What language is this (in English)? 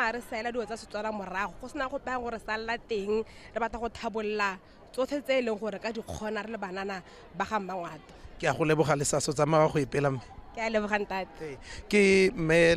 Tswana